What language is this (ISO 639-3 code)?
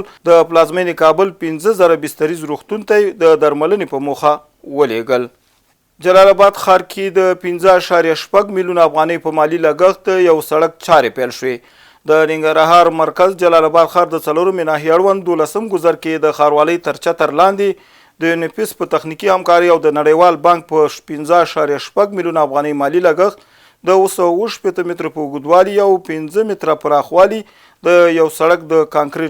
pus